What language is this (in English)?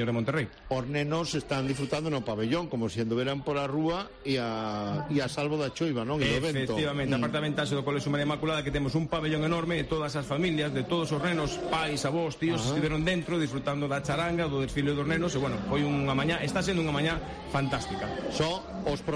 Galician